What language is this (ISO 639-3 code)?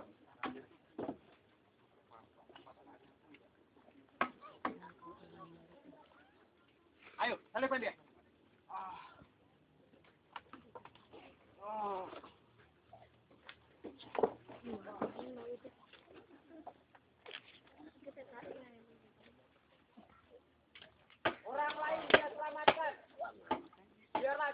ind